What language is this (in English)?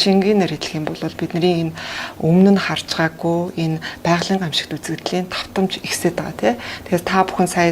Mongolian